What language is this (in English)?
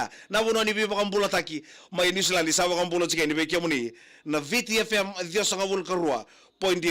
Fijian